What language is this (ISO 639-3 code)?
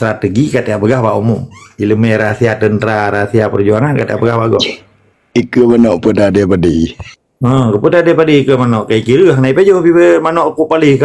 ace